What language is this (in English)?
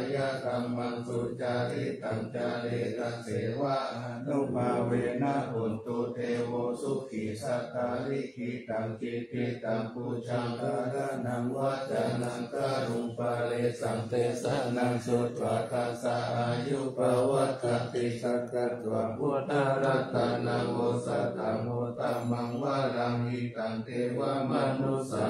Pali